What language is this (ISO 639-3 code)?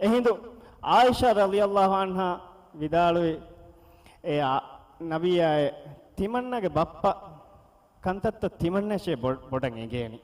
div